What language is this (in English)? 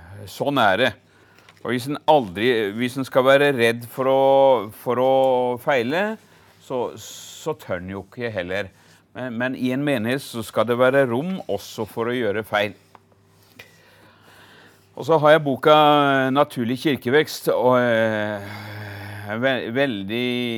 Norwegian